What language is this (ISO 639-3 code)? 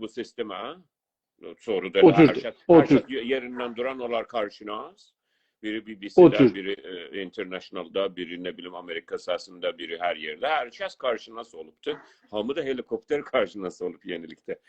azb